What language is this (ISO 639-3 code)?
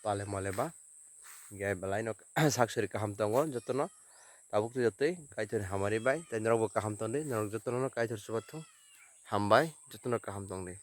trp